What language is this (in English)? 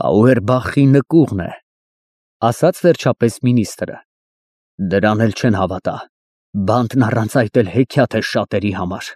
Armenian